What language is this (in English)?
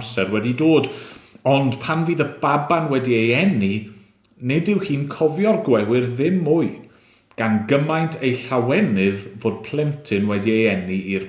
Welsh